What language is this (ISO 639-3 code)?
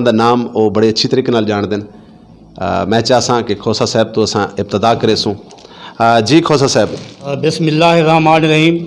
skr